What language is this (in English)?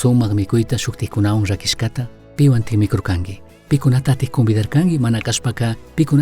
Chimborazo Highland Quichua